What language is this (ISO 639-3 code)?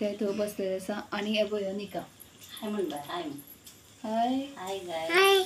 kok